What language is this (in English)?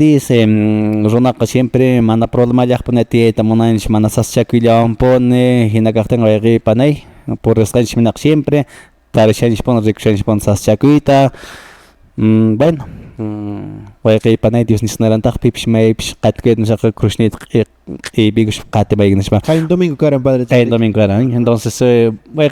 Quechua